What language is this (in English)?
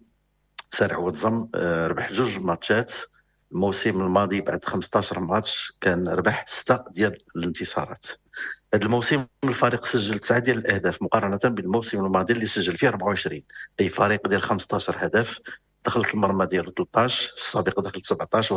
Moroccan Arabic